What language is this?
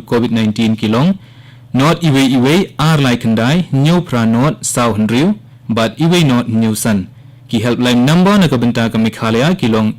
Khasi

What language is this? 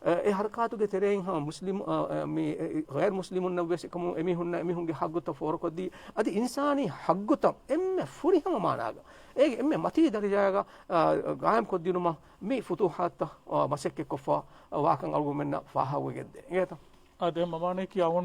Divehi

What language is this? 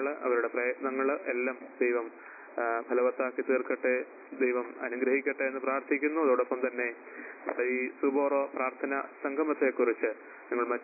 Malayalam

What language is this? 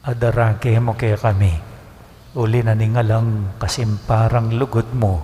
Pampanga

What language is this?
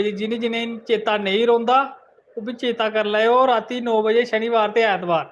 Dogri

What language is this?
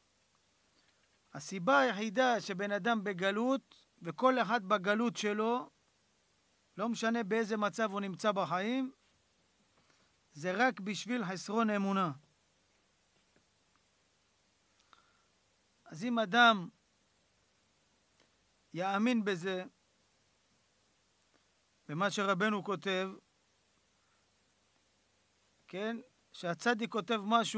Hebrew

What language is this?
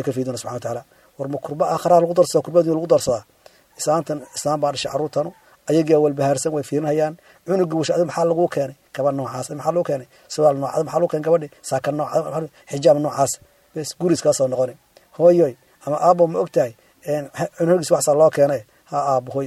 Somali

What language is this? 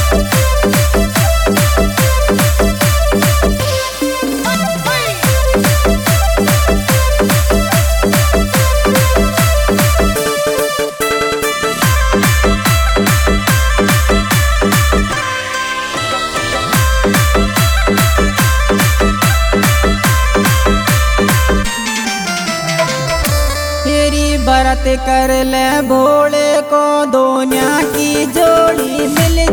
Hindi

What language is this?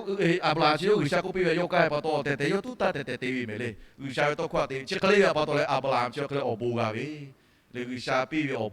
Lahu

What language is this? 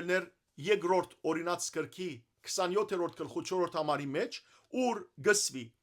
Western Armenian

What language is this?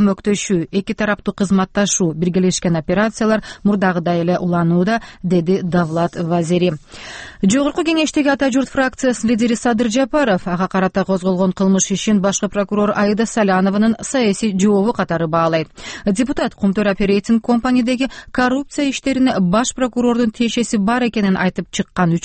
Kyrgyz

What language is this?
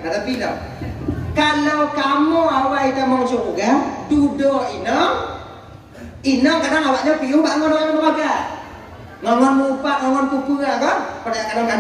Achinese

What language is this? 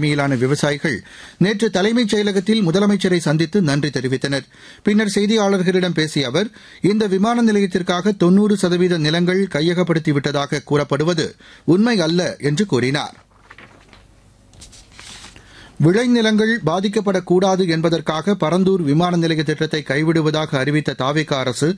Tamil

